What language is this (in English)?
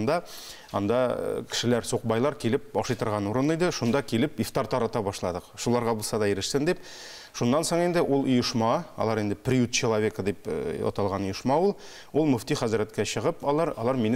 Tatar